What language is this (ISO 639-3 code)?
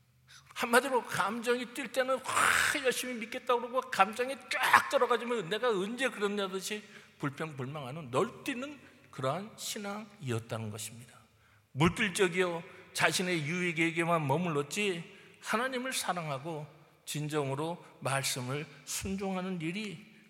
kor